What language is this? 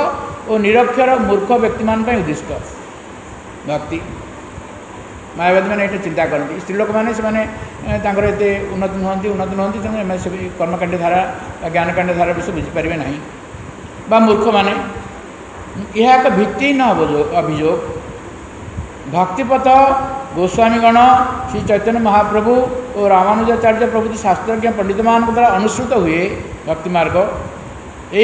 Odia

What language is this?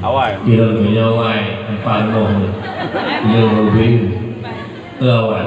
Achinese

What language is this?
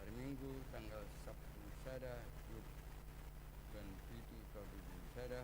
Batak Toba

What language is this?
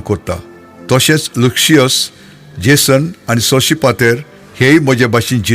Konkani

